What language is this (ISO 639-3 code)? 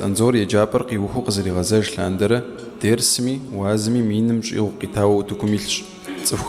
kbd